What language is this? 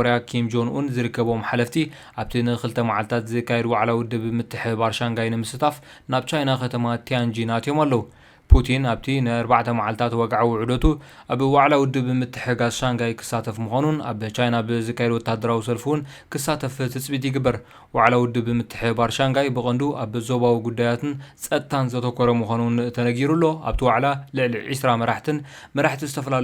Tigrinya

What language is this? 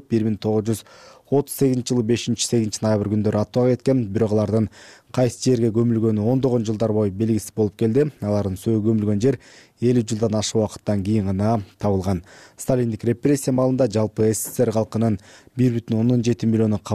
Kyrgyz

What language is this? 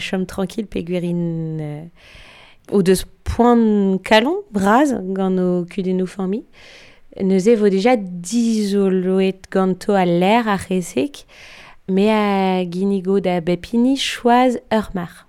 Breton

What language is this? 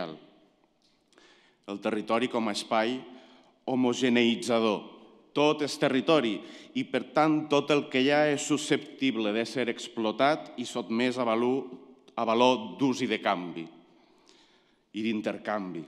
Catalan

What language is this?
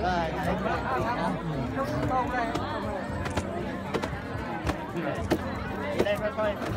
Thai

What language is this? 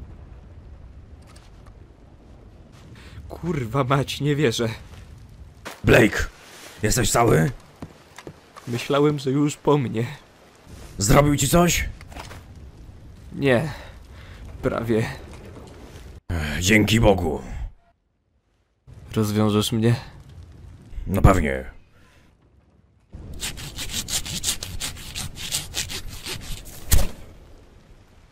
Polish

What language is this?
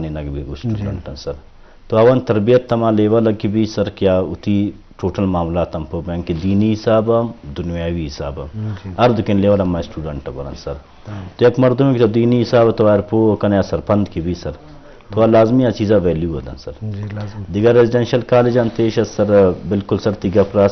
Eastern Balochi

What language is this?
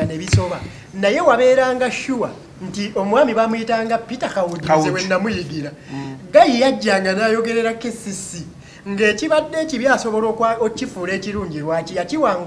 Ganda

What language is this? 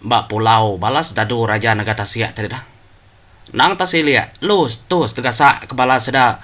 Iban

